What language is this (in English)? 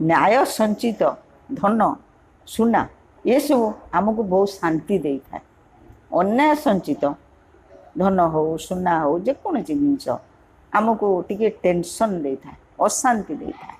Odia